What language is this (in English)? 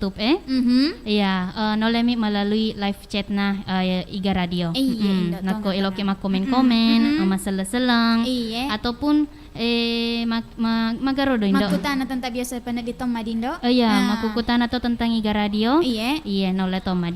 Buginese